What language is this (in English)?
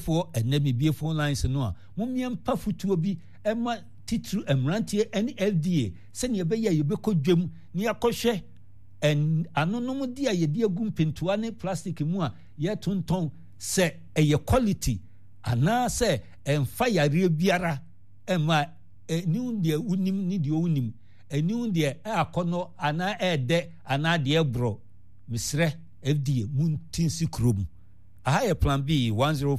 Akan